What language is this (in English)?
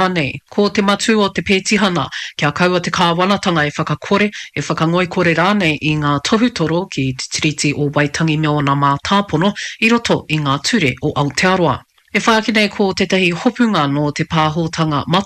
Māori